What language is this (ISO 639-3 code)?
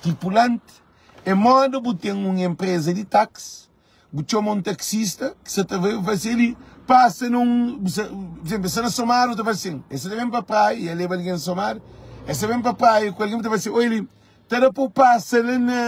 kea